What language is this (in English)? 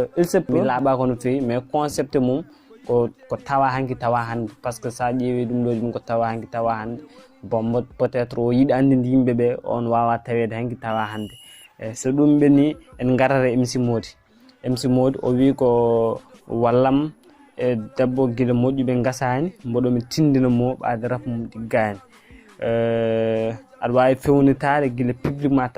Fula